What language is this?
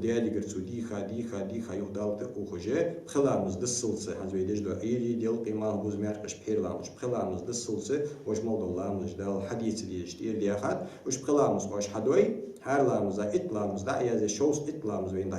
Ingush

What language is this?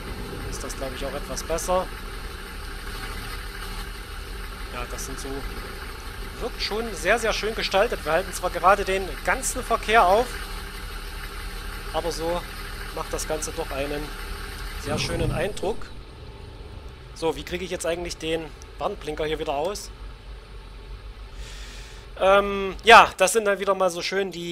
German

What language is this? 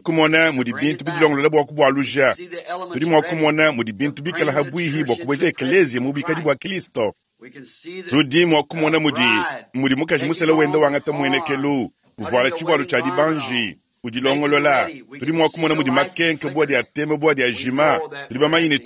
Luba-Lulua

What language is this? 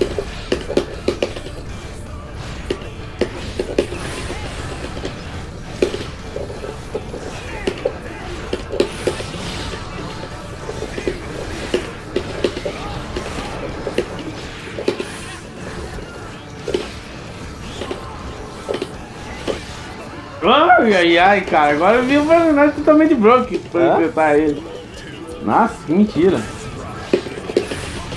Portuguese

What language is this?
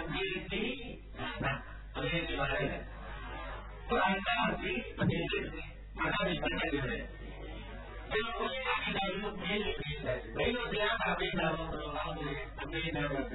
Burmese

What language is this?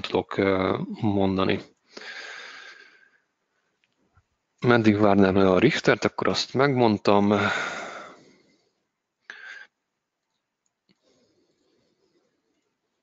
Hungarian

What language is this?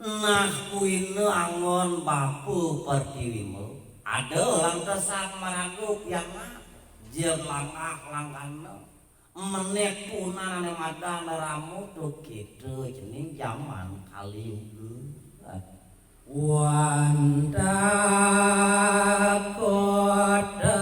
Balinese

